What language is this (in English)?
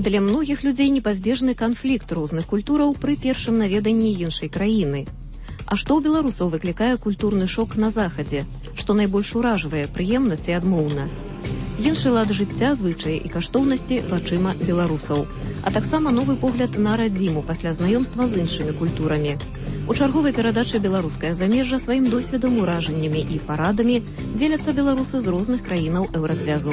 Belarusian